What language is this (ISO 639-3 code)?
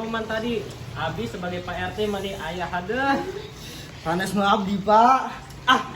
sun